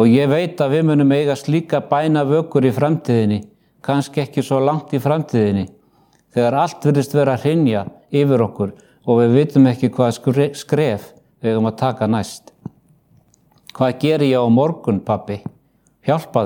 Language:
Icelandic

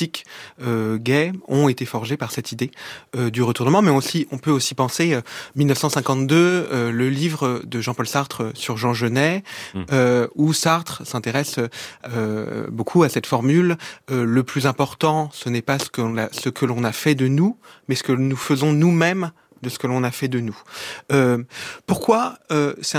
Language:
French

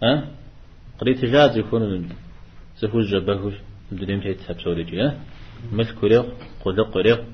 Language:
Kabardian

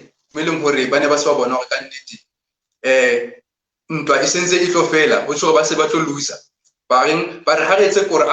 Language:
Southern Sotho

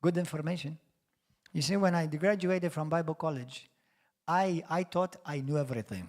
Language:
English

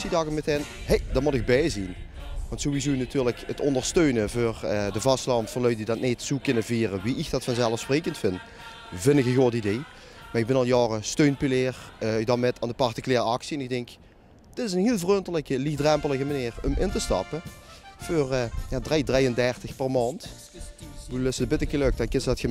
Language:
Limburgish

